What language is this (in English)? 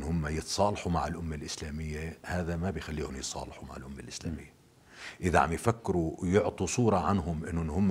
North Levantine Arabic